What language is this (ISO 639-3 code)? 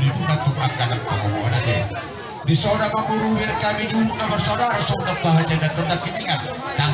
bbc